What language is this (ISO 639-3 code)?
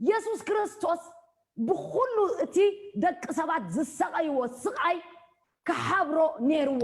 tir